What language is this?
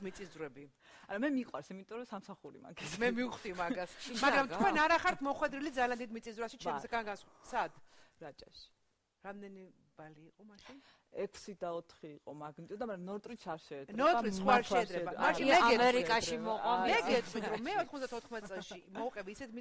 Georgian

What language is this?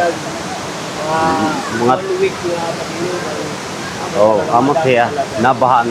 Waray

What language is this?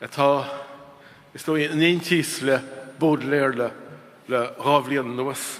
Irish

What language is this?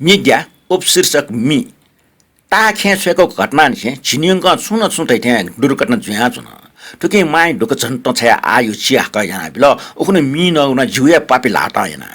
Newari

